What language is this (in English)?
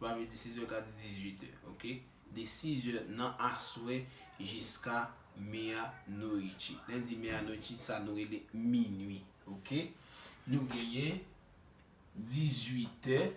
Haitian Creole